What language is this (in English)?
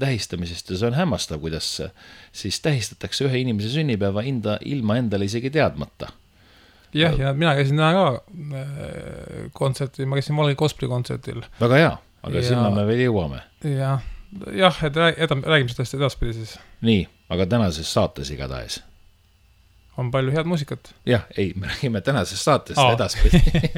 Estonian